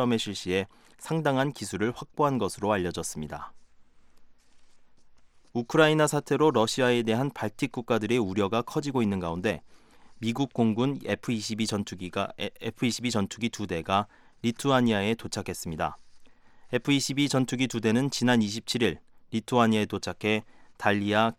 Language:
Korean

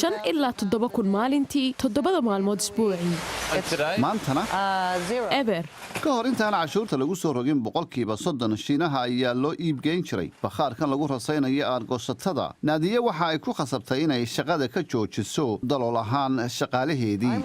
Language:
Somali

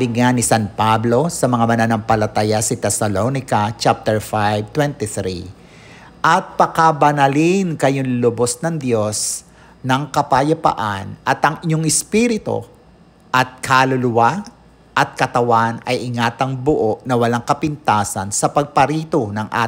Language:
Filipino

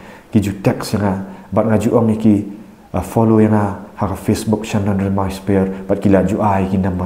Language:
Khasi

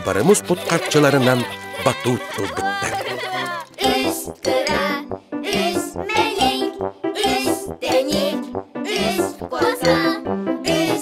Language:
Yakut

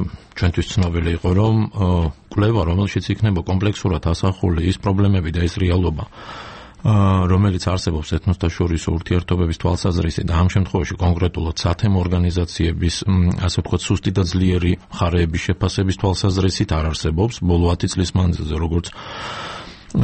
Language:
Georgian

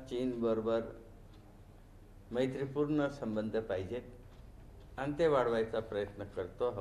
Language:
Marathi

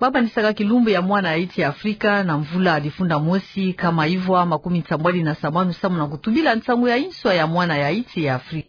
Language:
Kituba (Democratic Republic of Congo)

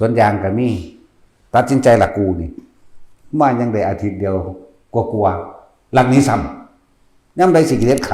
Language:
Northeastern Thai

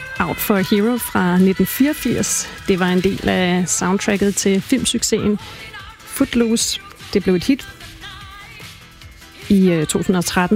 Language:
Danish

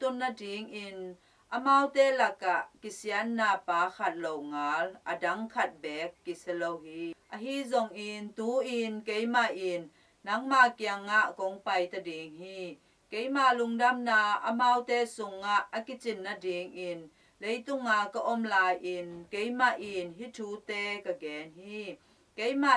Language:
Tedim Chin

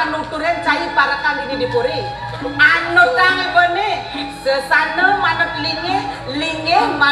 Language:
Balinese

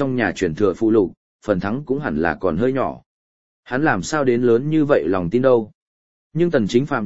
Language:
Vietnamese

